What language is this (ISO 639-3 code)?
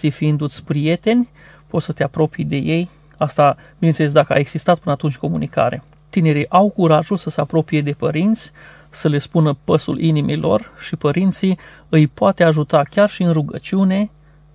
ron